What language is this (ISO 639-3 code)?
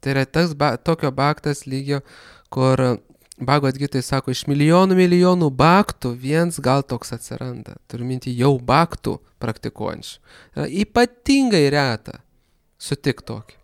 lit